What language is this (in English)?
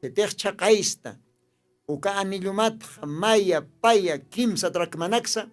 Aymara